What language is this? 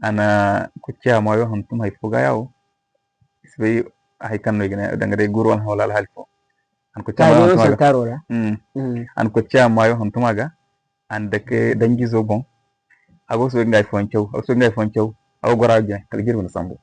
Zarma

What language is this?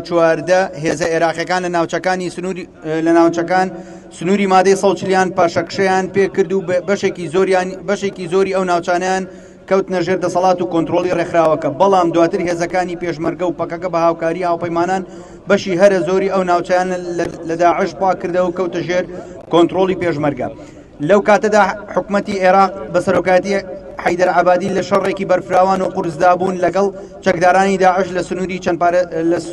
Central Kurdish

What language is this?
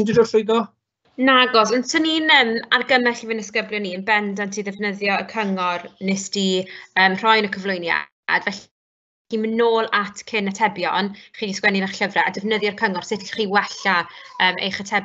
Welsh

